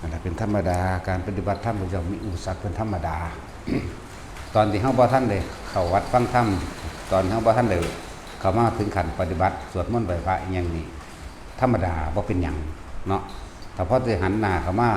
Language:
Lao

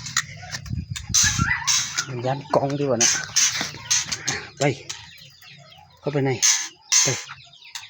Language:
Lao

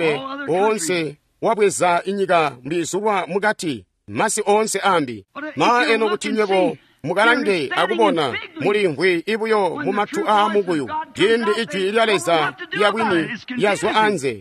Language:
Tonga (Zambia)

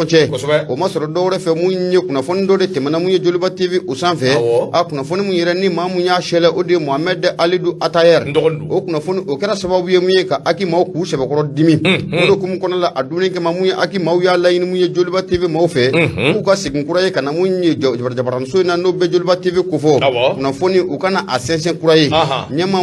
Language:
Bambara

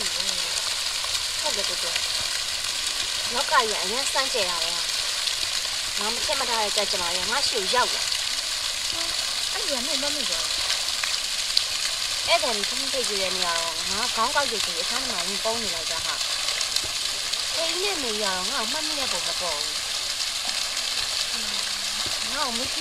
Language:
Burmese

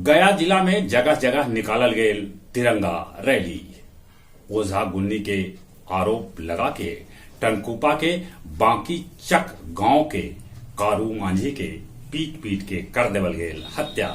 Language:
Magahi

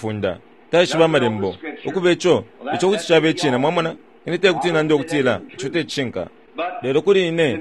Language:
Bemba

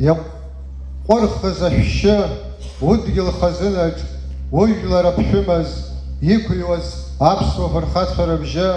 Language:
Abkhazian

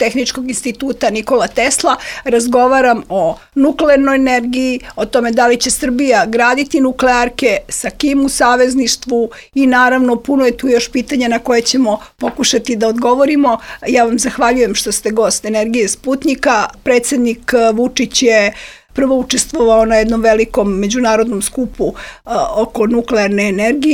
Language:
Serbian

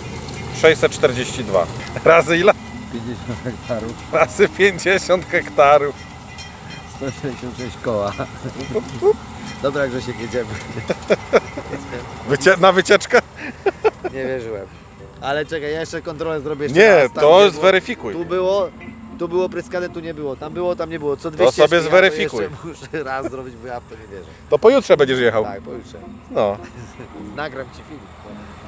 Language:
Polish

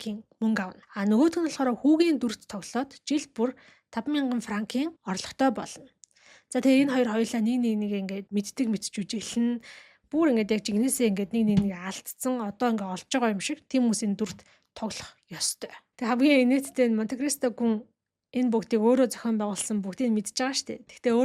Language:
Mongolian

